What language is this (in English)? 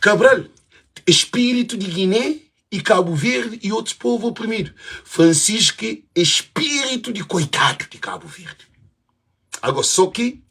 Kabuverdianu